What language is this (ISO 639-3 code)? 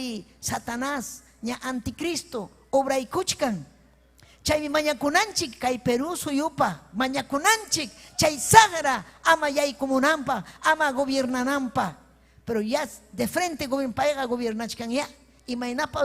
quy